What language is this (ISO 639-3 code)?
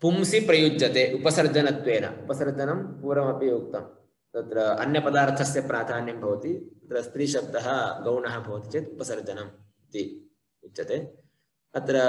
san